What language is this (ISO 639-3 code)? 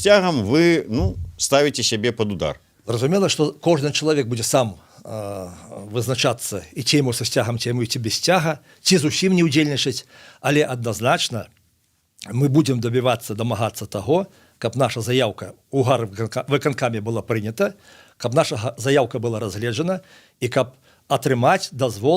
bel